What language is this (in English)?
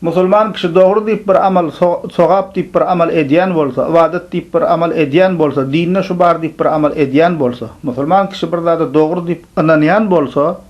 Turkmen